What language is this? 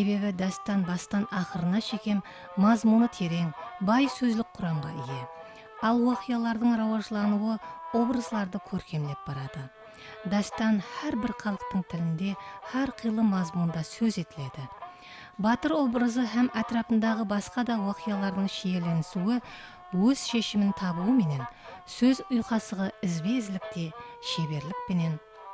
Kara-Kalpak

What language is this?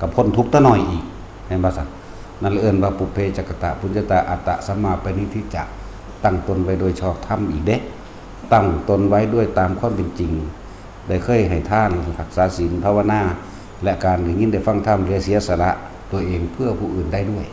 Lao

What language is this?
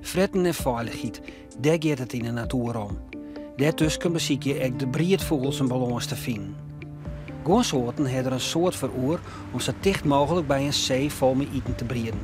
Western Frisian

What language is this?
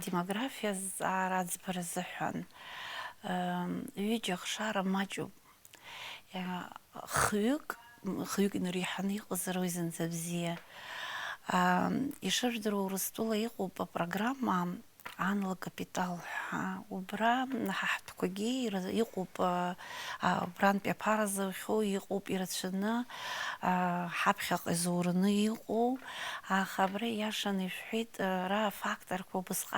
Abkhazian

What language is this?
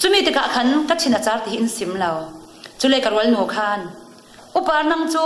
Falam Chin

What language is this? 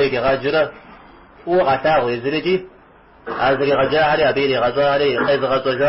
Kabardian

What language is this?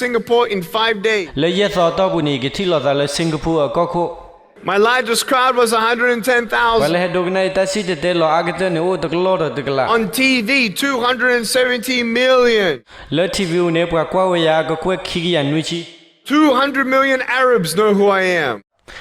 S'gaw Karen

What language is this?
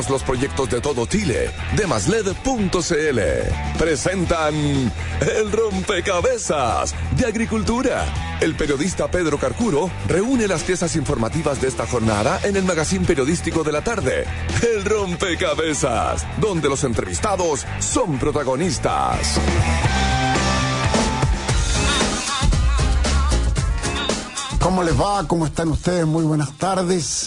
Spanish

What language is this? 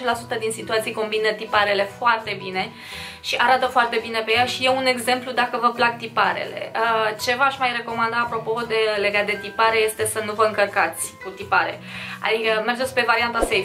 Romanian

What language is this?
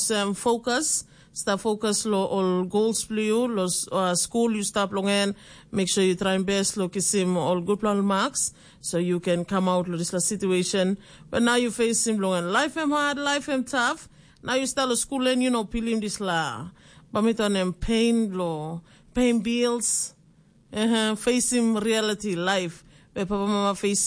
Tok Pisin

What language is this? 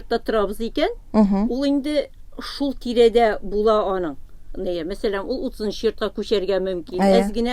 Tatar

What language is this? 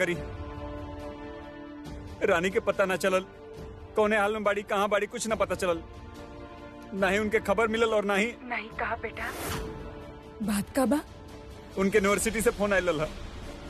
Bhojpuri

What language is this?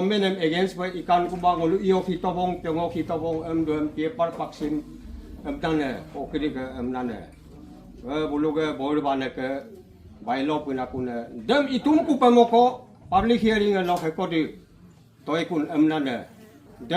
Adi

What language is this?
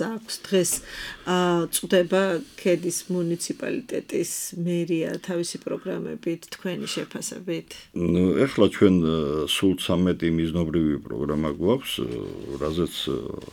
Georgian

